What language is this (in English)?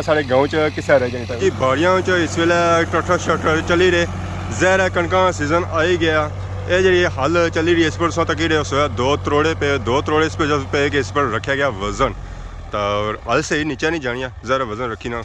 Pahari-Potwari